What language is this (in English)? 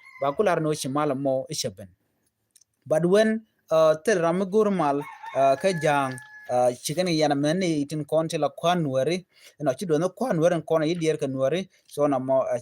Nuer